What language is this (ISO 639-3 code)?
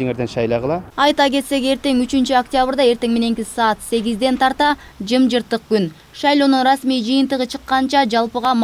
kir